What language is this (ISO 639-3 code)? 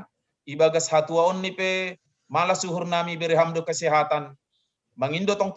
bts